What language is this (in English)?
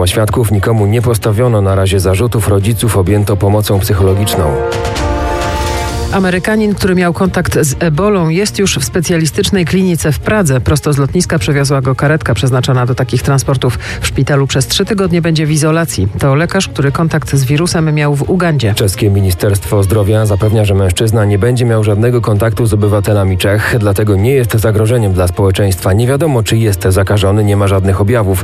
Polish